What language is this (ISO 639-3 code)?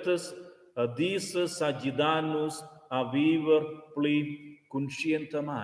roh